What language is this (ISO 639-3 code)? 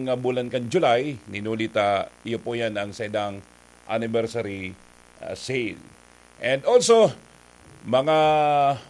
bik